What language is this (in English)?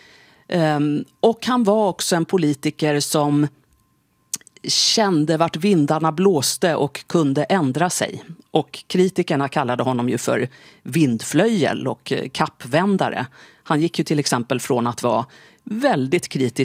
Swedish